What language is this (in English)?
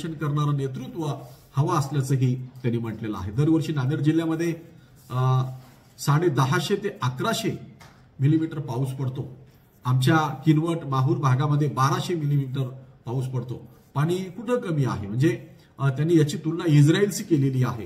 Marathi